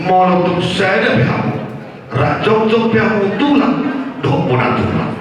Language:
Batak Toba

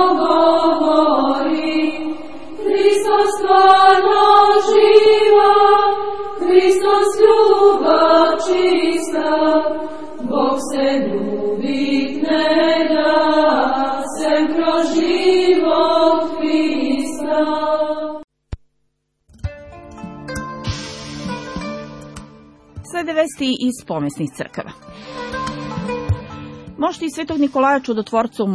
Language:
Serbian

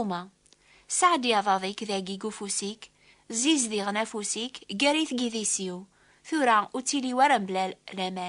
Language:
Kabyle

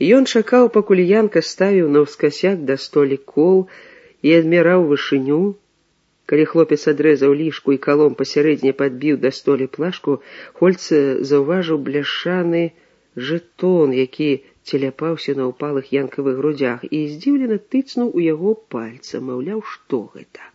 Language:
Belarusian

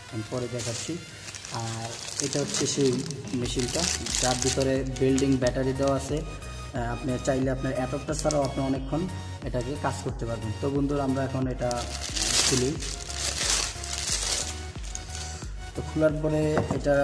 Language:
Bangla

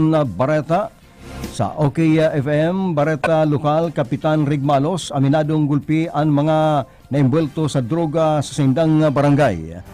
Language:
Bikol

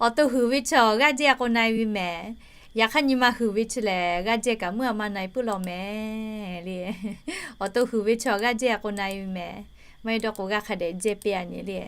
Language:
Lahu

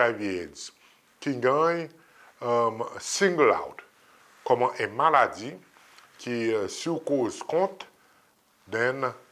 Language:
Seselwa Creole French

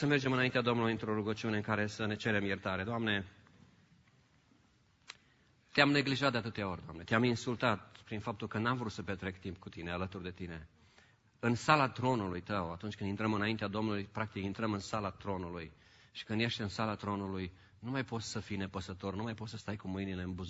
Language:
Romanian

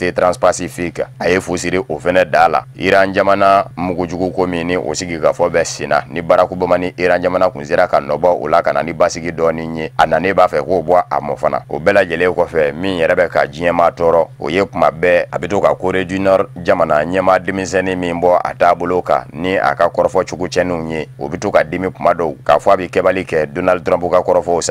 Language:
Bambara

